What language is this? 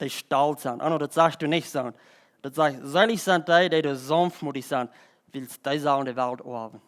Plautdietsch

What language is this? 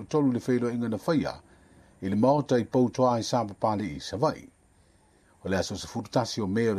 Samoan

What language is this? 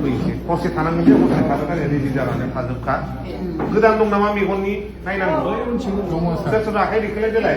Bodo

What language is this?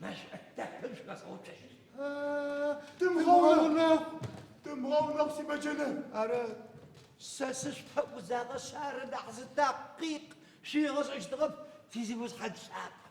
Adyghe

